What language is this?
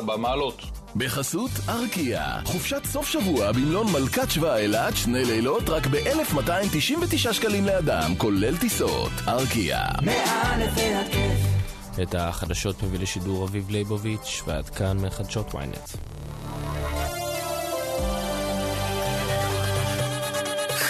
Hebrew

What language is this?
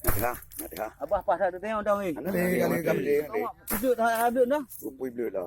Achinese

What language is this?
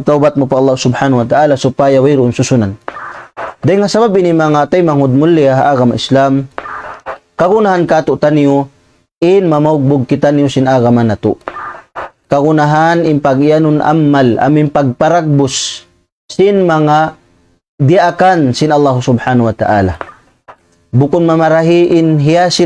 Tausug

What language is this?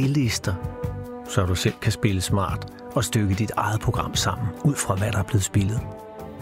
Danish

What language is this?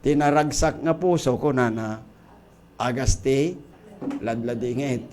Iloko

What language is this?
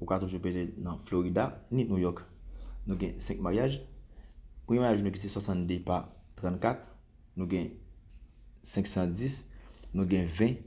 Haitian Creole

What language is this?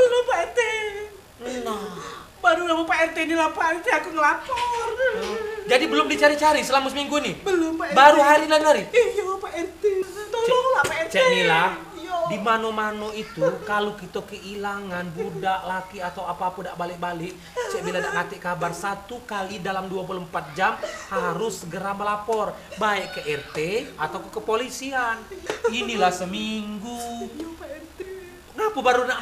Musi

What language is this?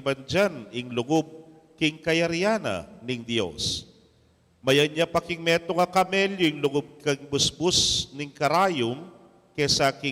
Pampanga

